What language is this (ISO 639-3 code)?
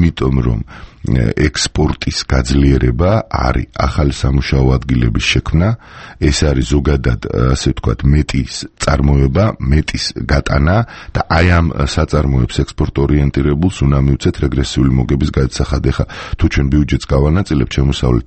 kat